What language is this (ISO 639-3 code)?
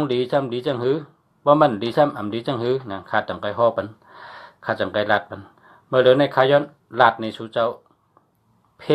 shn